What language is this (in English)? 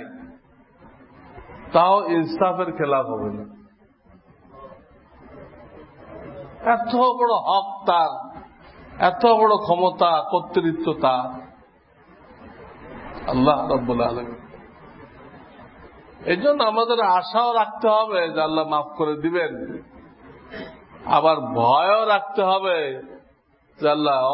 Bangla